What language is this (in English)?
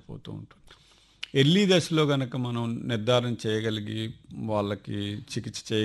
Telugu